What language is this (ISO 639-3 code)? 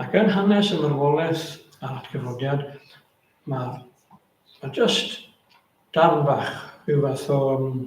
cym